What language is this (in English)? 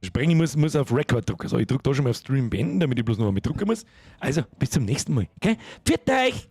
Bavarian